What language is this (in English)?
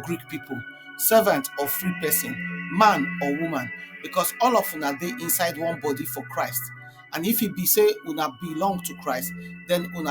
Nigerian Pidgin